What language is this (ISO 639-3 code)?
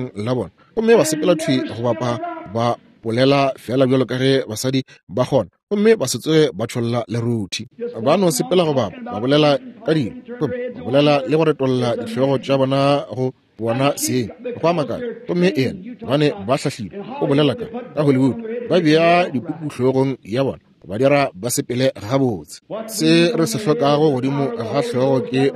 nso